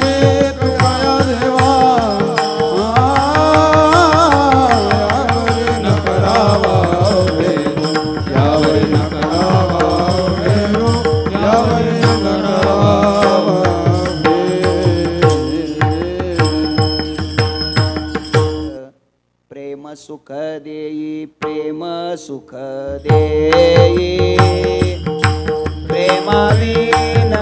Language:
Marathi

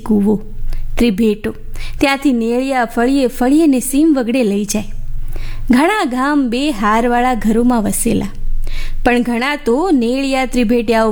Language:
Gujarati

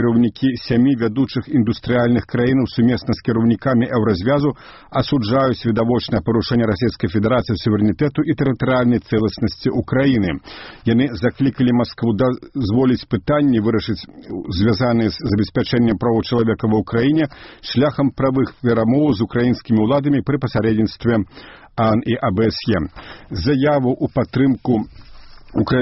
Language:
Belarusian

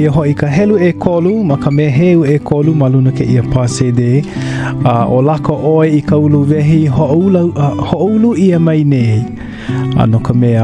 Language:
Hawaiian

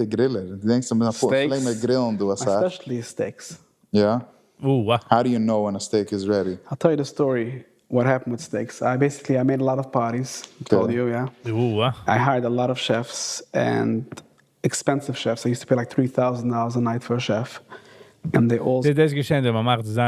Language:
Yiddish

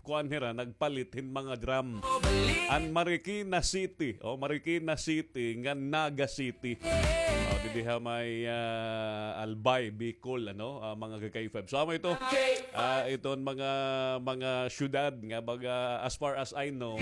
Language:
Waray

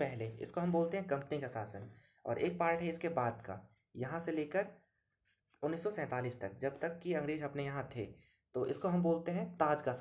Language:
Hindi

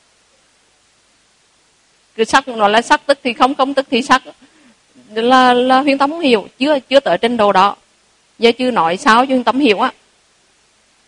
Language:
Vietnamese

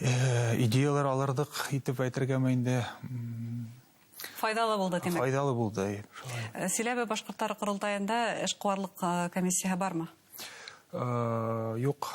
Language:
Bashkir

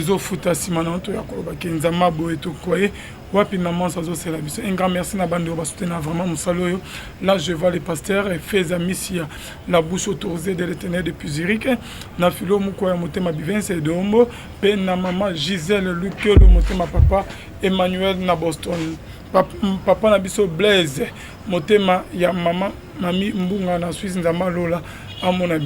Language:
Lingala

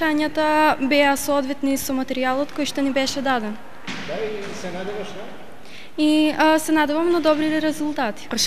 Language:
Macedonian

